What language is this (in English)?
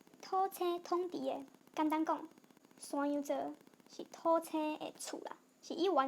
Min Nan Chinese